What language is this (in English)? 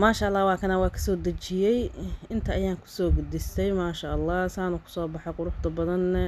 Somali